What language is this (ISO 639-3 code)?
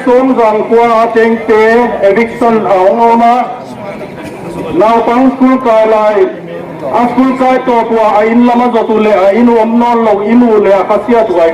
pck